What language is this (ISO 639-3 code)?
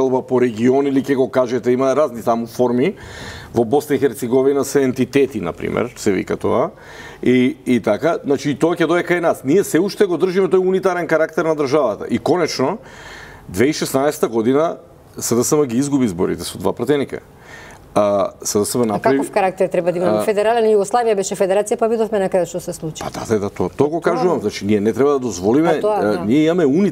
mkd